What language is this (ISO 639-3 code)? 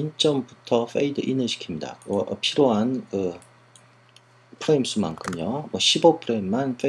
kor